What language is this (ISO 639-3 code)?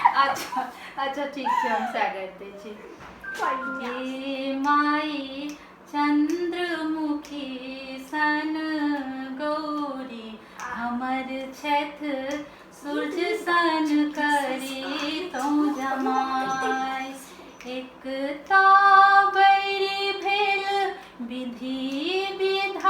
mai